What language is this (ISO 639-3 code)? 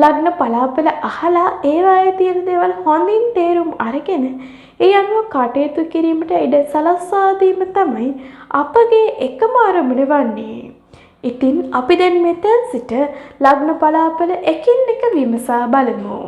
sin